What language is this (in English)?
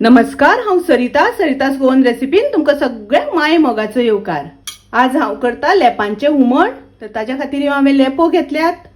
Konkani